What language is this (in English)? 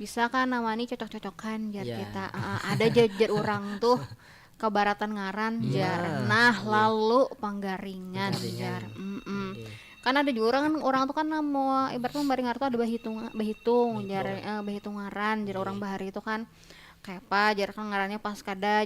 Banjar